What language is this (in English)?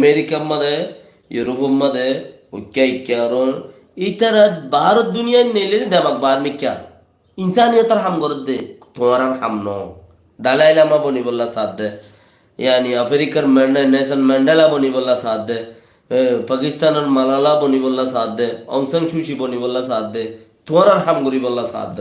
Rohingya